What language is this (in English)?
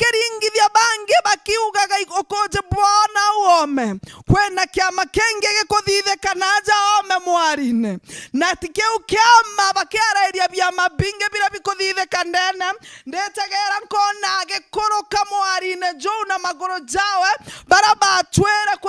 Meru